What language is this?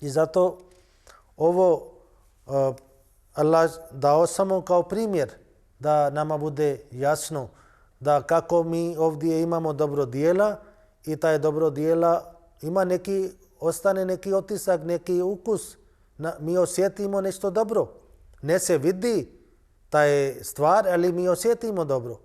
Bosnian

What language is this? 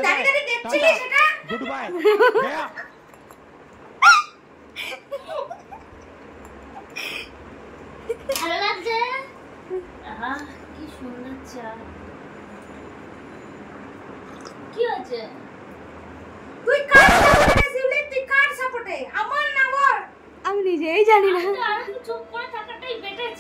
Bangla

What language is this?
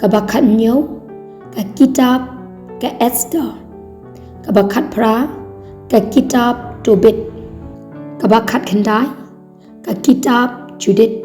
Khasi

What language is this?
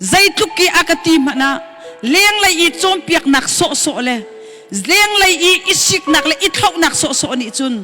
Hakha Chin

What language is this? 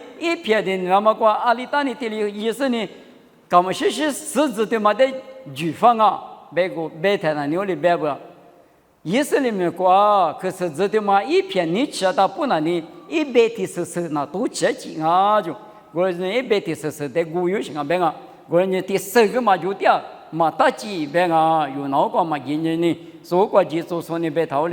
Lisu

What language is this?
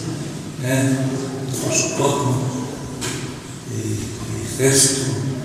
Greek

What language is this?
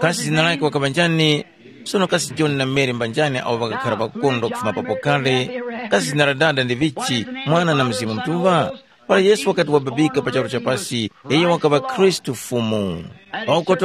Tumbuka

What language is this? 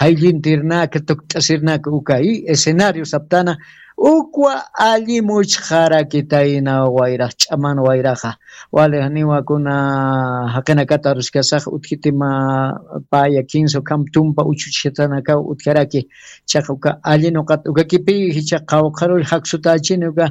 Aymara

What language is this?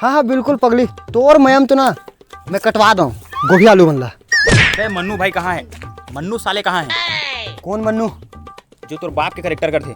Chhattisgarhi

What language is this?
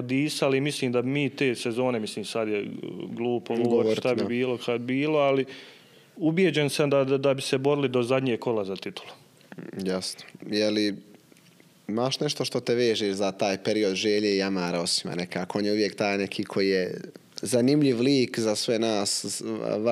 Bosnian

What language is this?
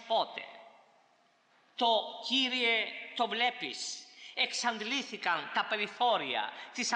Greek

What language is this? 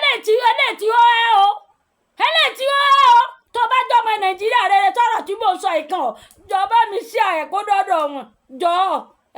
Yoruba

